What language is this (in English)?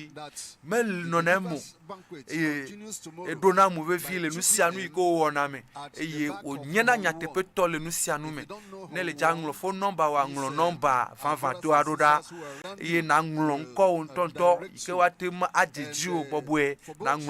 Ewe